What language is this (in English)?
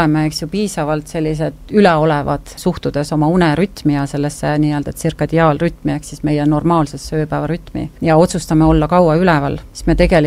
Estonian